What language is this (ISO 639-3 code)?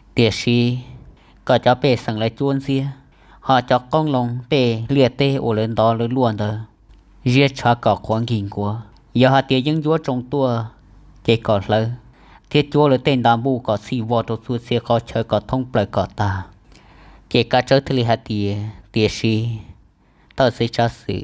hmn